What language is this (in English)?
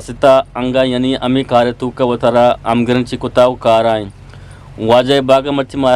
Eastern Balochi